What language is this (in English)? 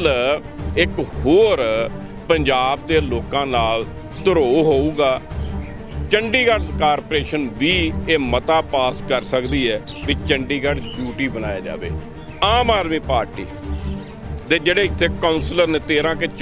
Punjabi